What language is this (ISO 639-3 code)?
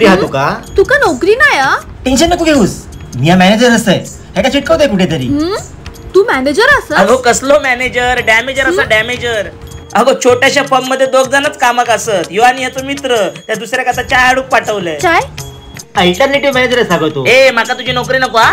kok